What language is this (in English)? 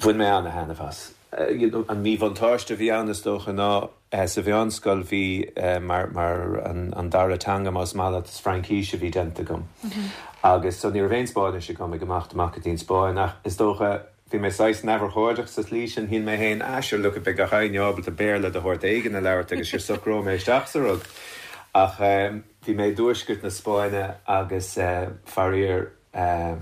Irish